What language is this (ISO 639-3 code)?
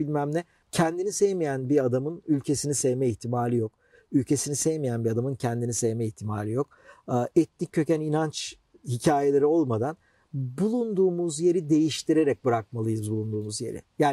tur